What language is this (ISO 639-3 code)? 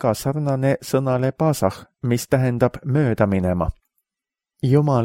est